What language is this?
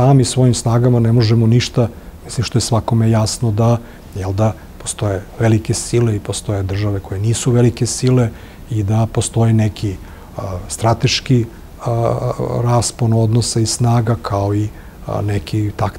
Serbian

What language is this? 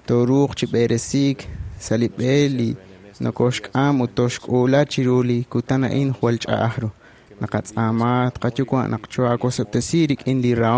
Kekchí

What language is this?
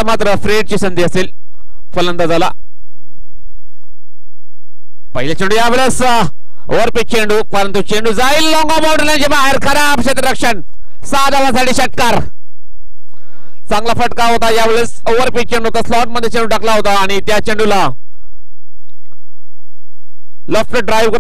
Marathi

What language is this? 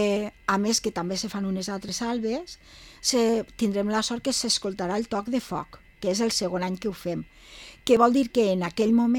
Catalan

